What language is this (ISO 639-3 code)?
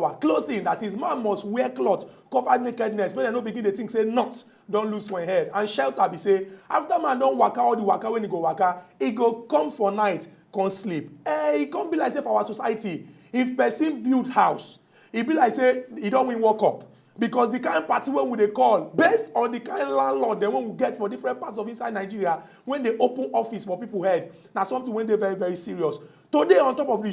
pcm